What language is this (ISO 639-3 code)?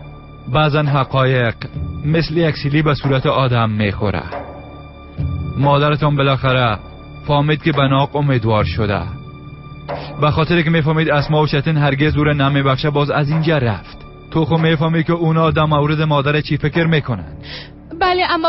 tgk